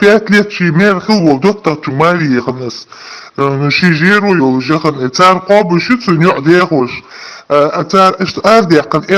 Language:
Chechen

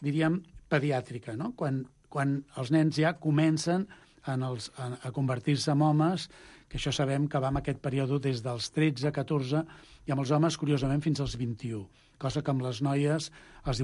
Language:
Catalan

